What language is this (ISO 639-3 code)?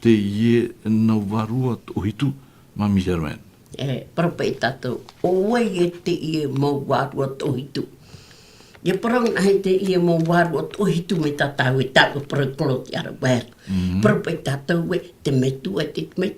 tah